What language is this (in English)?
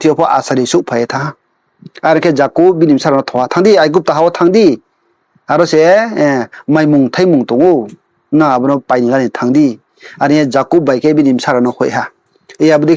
Riang (India)